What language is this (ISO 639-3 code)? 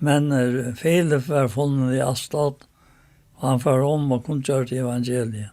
fao